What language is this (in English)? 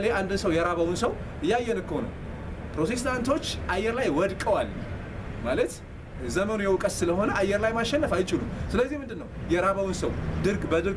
Amharic